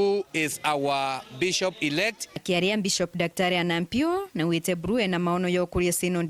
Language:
Meru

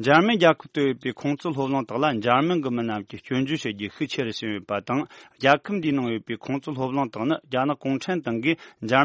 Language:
Tibetan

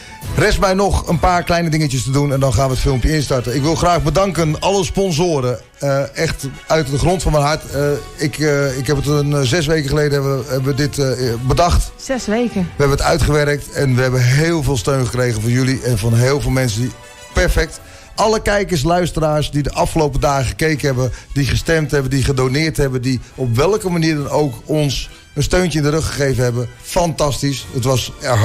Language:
Dutch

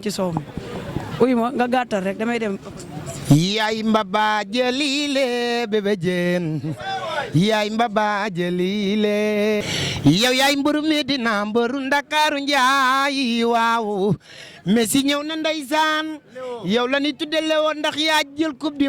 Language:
Wolof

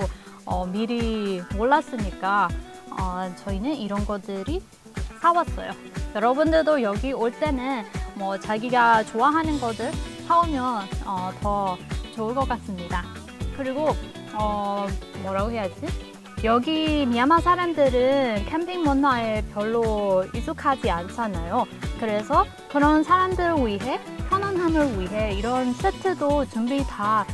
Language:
Korean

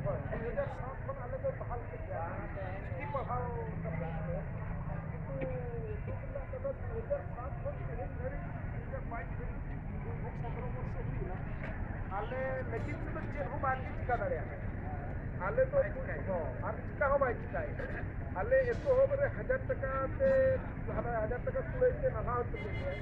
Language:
Santali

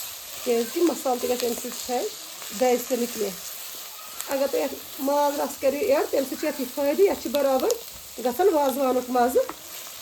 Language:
Kashmiri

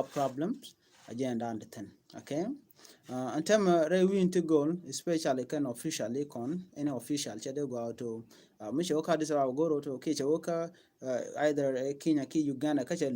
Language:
Nuer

